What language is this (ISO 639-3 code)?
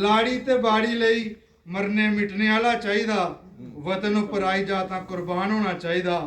doi